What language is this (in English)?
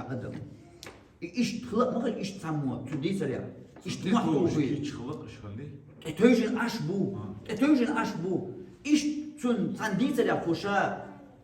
Chechen